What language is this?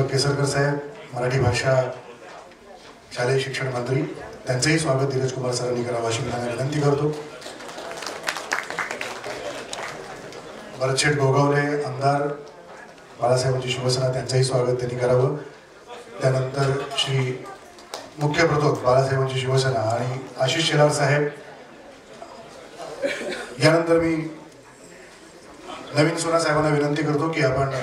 Marathi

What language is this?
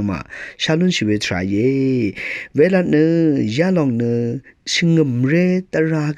Rawang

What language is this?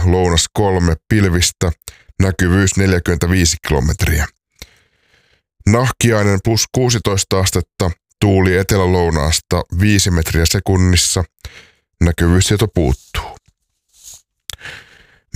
Finnish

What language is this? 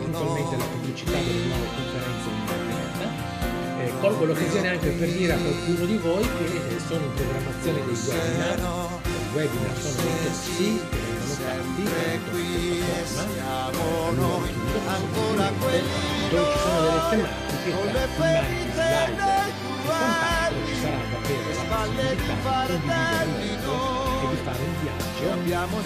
Italian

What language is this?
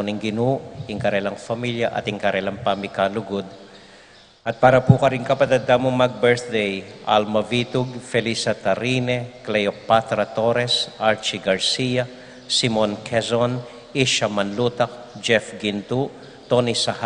Pampanga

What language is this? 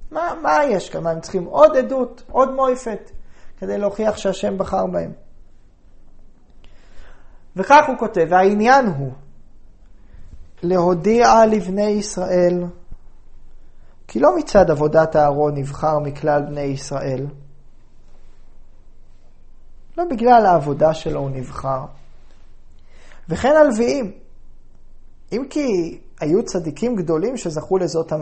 Hebrew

